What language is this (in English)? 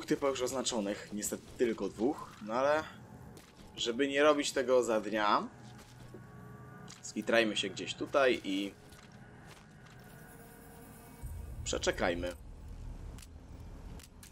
Polish